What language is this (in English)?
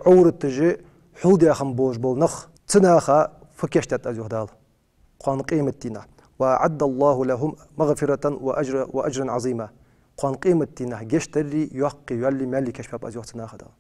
Ingush